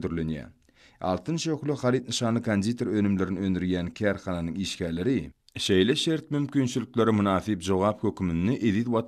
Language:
Turkmen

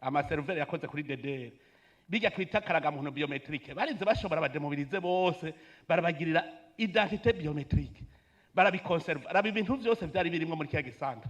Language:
Rundi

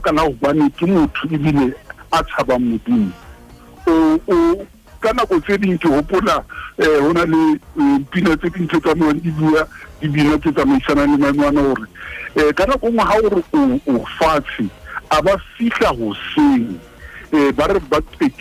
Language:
Southern Sotho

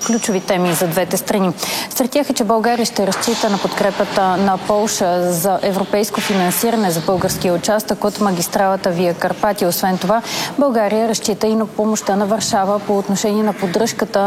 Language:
Bulgarian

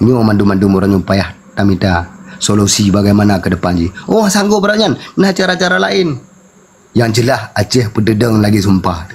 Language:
Achinese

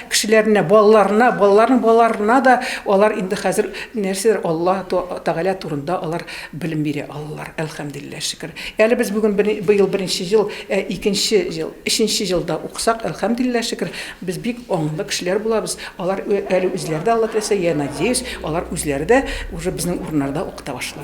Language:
Bashkir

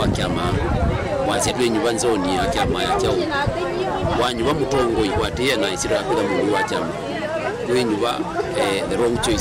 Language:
Kamba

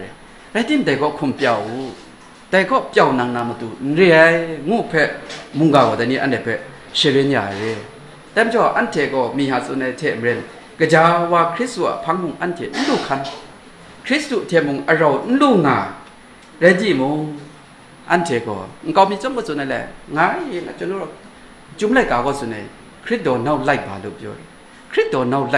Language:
Kachin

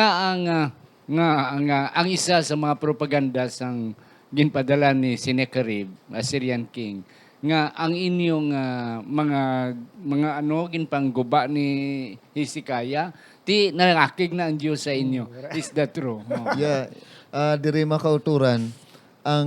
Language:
Hiligaynon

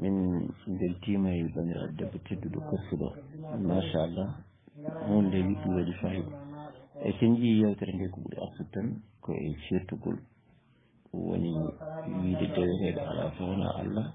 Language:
Fula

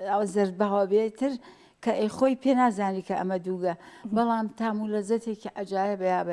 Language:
Central Kurdish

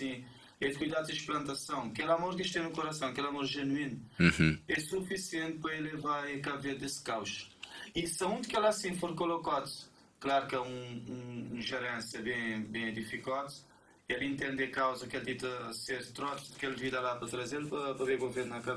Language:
Kabuverdianu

